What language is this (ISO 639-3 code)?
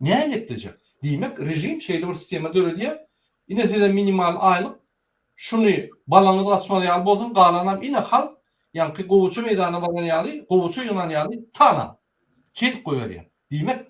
tuk